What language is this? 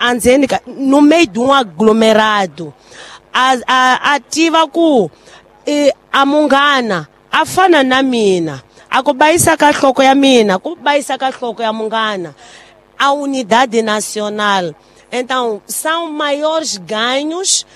Tsonga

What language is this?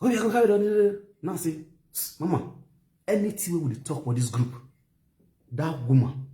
Nigerian Pidgin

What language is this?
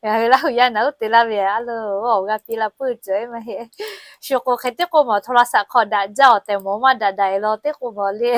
Lahu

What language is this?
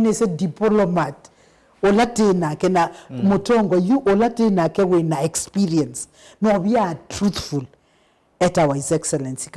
Kamba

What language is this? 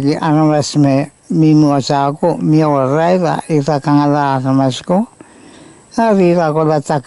Pohnpeian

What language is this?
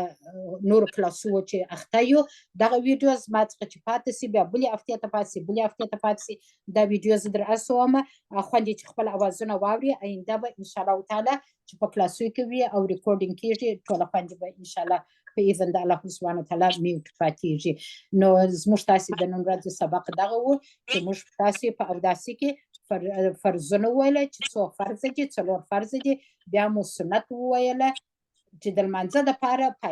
Pashto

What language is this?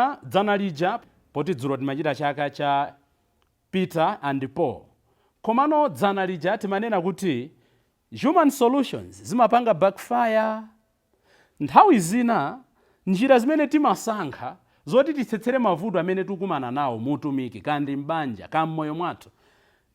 Nyanja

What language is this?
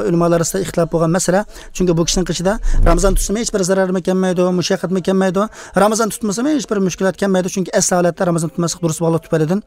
Uyghur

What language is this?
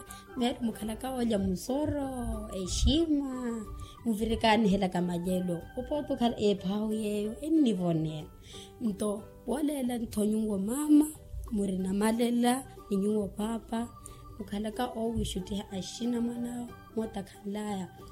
Makhuwa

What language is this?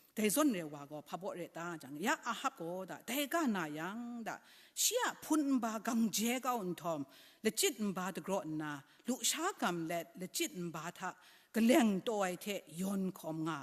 Kachin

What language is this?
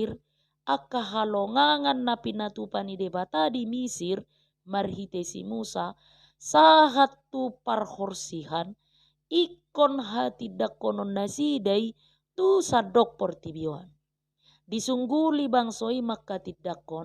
Batak Toba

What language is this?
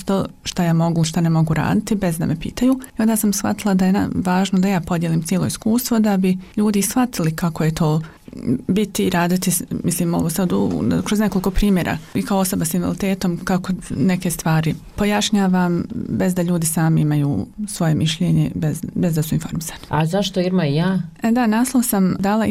Bosnian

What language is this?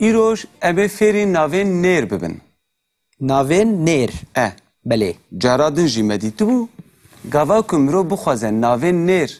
Kurdish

